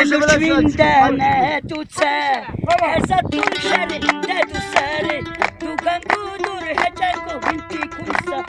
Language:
Lak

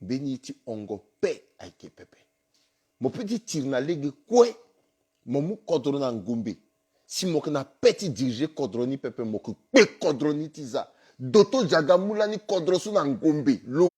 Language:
Sango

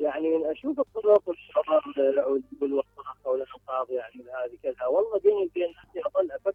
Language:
Mesopotamian Arabic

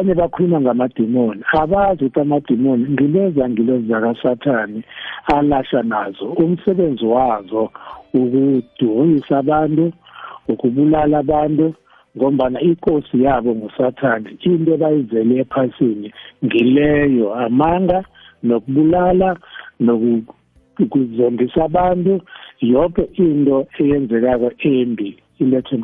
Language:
South Ndebele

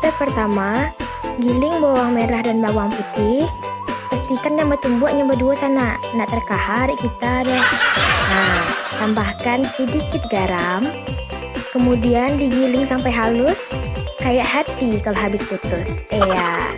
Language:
Minangkabau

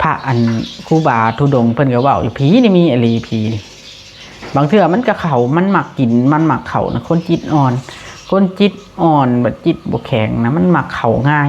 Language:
Lao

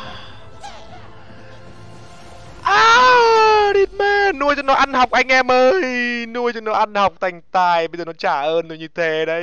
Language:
Vietnamese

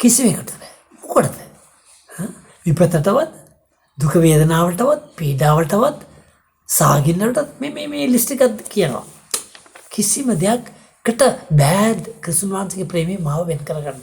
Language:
Sinhala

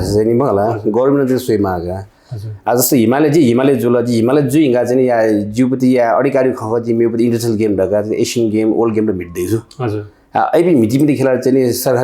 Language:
Newari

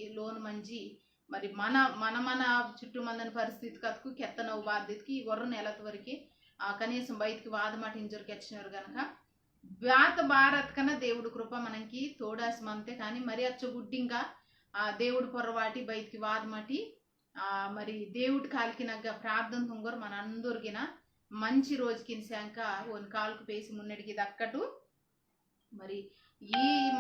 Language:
Koya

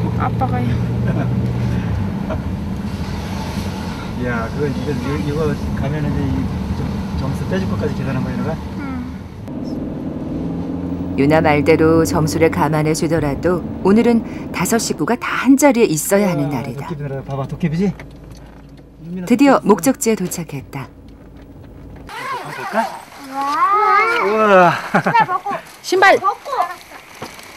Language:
Korean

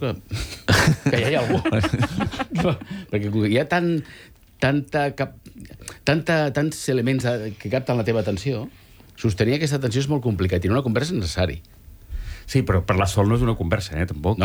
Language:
Catalan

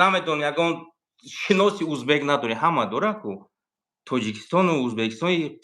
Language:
Tajik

